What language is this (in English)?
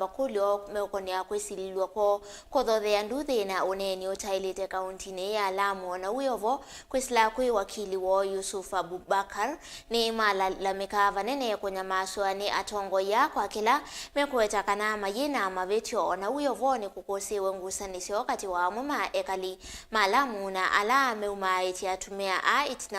Kamba